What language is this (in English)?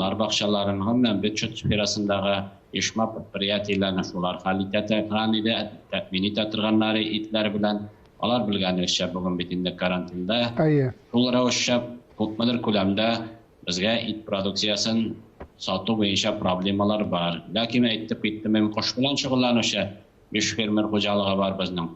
Tatar